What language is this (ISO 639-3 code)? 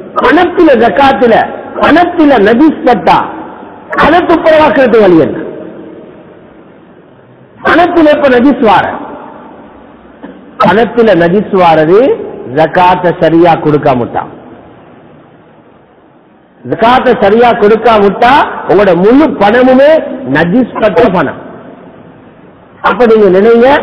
tam